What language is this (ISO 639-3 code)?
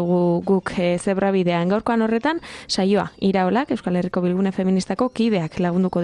eus